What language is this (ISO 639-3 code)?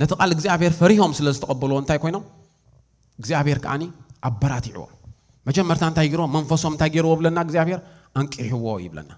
tir